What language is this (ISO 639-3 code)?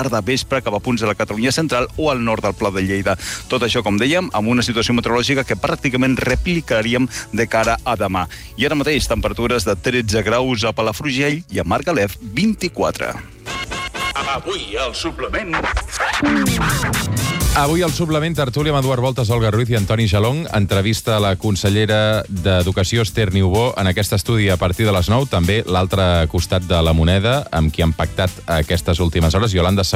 cat